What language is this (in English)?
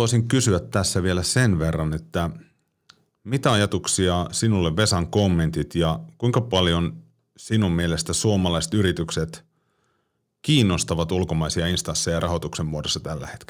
Finnish